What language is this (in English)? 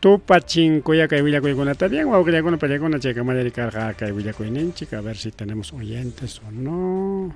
Ayacucho Quechua